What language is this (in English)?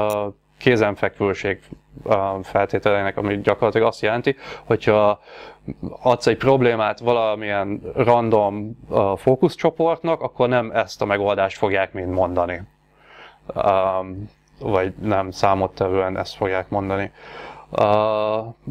Hungarian